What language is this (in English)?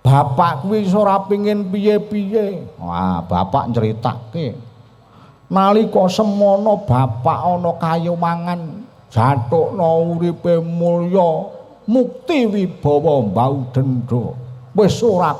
Javanese